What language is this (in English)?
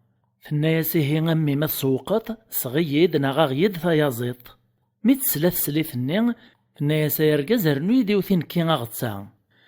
Kabyle